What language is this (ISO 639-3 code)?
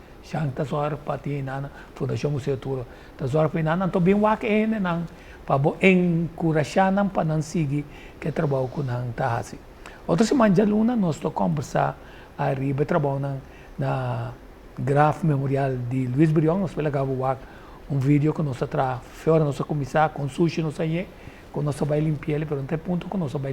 pap